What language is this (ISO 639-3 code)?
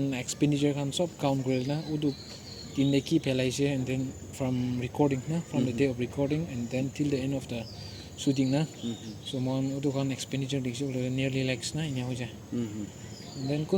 nag